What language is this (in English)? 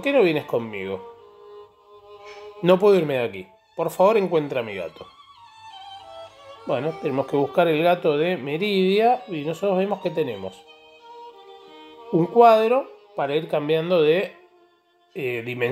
Spanish